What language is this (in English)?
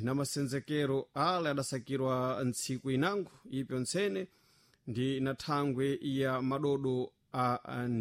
Sena